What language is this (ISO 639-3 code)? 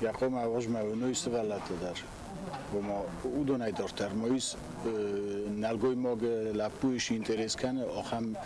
oss